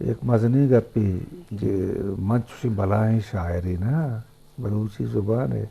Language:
Eastern Balochi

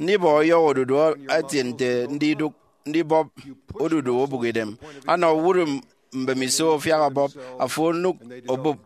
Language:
Efik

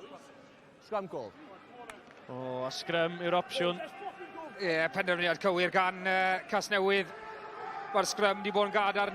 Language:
Welsh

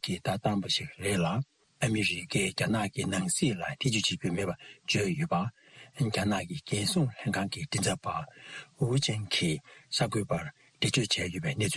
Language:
Tibetan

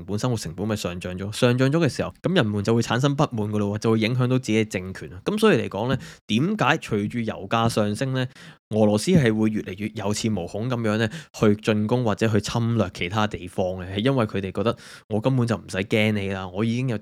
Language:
Cantonese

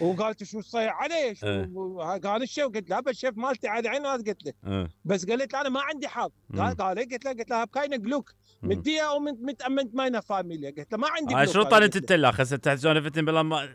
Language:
Mesopotamian Arabic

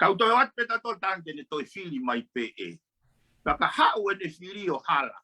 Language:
Tongan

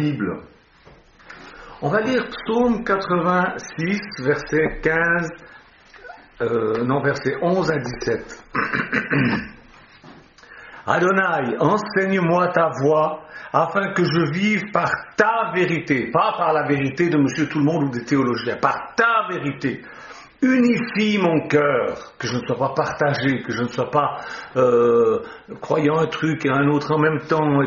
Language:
French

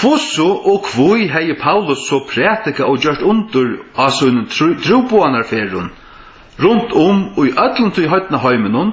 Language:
Faroese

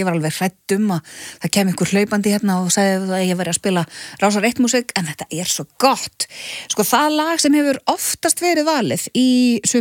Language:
Icelandic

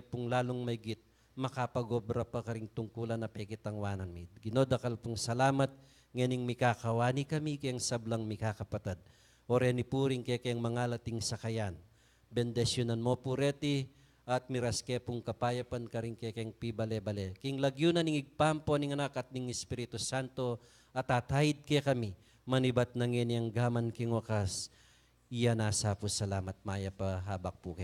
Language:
Pampanga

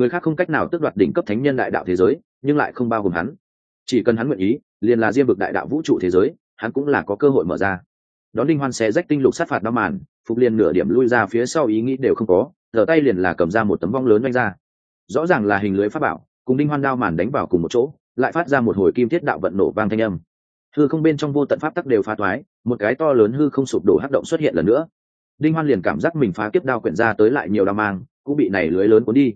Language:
Vietnamese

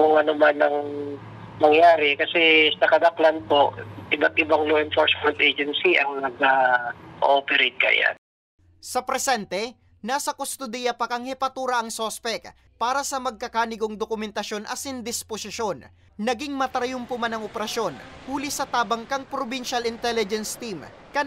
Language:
Bikol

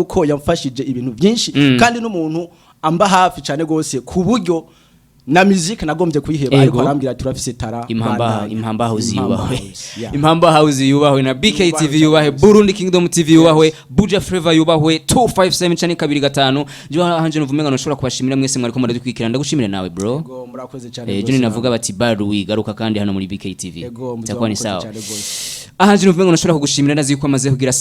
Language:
Rundi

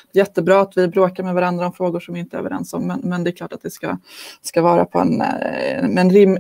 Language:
Swedish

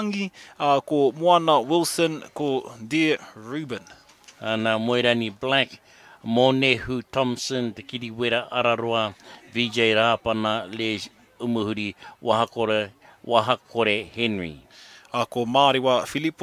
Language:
Māori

